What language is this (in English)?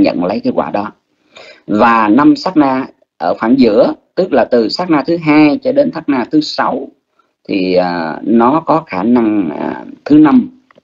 Vietnamese